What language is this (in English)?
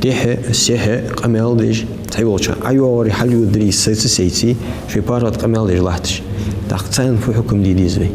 Ingush